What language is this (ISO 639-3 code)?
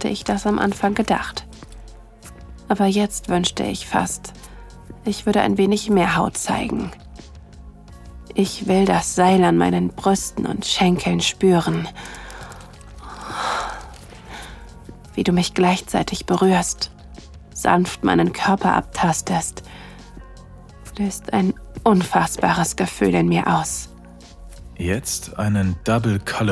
deu